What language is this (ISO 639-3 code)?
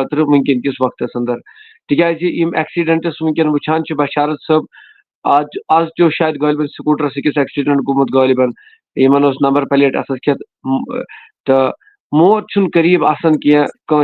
kas